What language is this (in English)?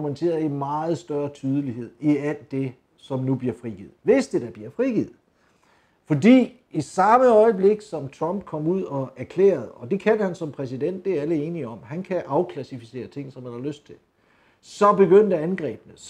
Danish